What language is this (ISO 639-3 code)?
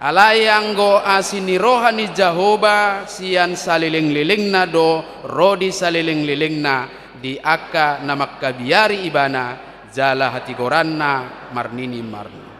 bbc